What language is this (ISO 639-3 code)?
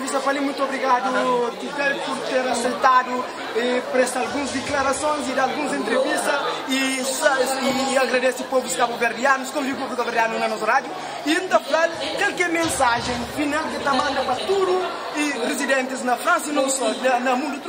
kea